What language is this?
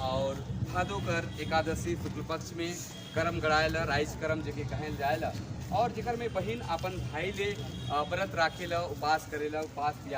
Sadri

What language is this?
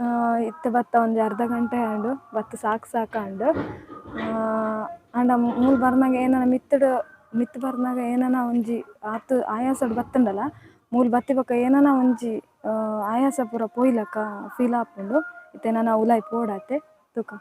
Tulu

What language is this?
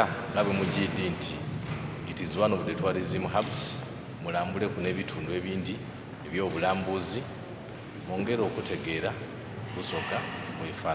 Soga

